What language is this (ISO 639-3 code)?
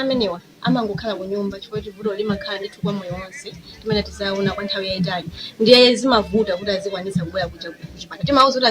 nya